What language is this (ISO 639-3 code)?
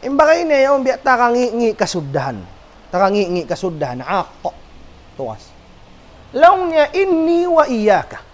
tsg